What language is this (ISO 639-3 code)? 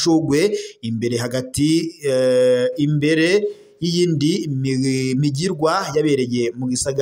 run